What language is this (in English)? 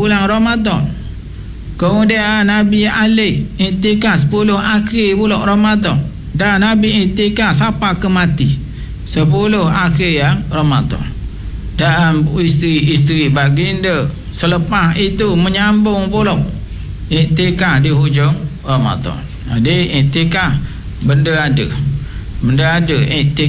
Malay